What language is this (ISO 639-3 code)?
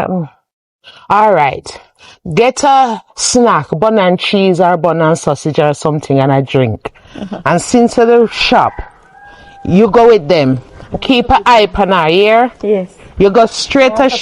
jam